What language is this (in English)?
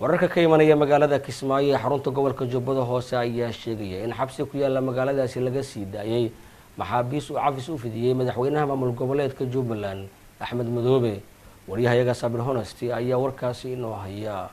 Somali